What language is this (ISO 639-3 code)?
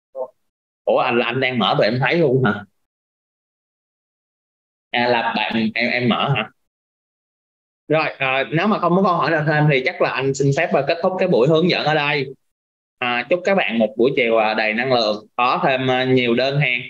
vie